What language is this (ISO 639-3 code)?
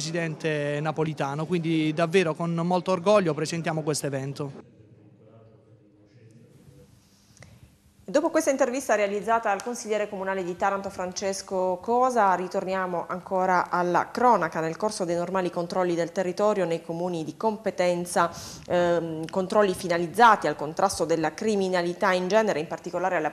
ita